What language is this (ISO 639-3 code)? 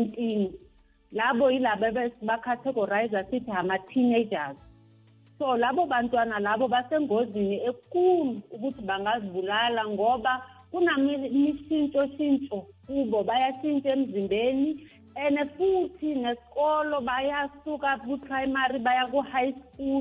nbl